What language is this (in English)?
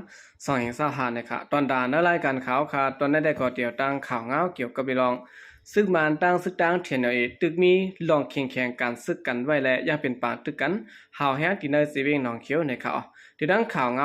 Shan